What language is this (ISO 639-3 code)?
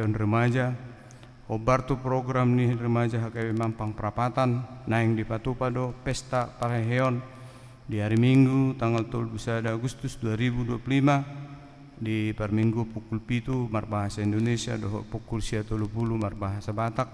bbc